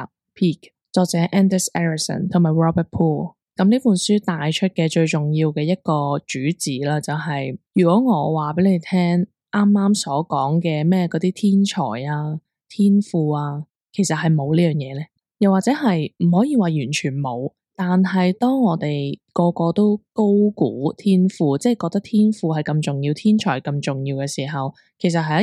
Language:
Cantonese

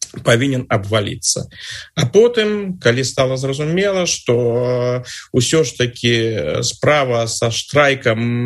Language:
Belarusian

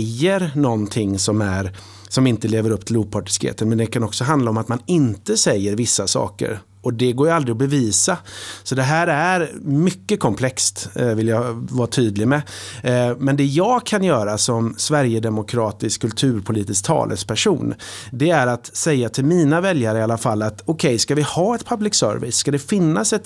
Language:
Swedish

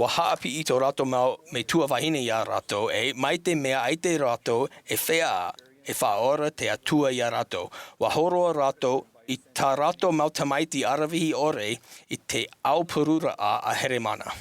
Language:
Tahitian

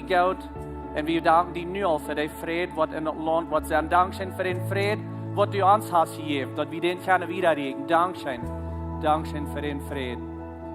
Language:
Plautdietsch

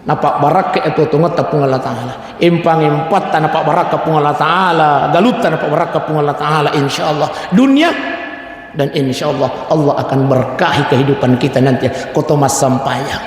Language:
Buginese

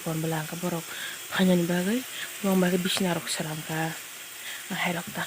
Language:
Kok Borok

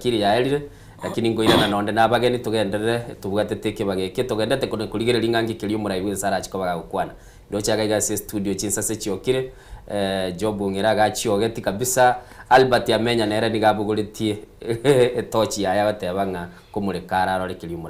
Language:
Gusii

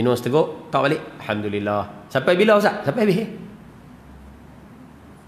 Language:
Malay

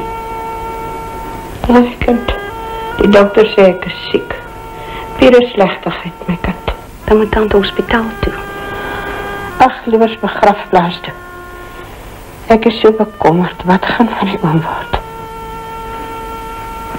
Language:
Afrikaans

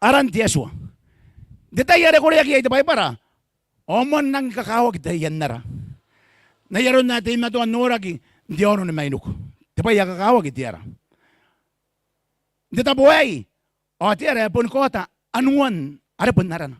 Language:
Gilbertese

